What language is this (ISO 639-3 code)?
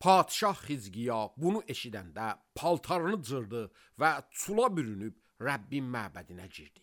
aze